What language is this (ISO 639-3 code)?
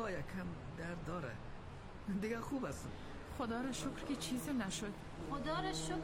fas